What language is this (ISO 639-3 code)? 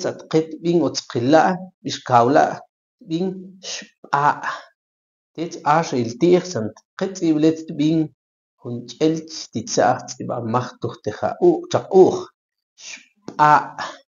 ttc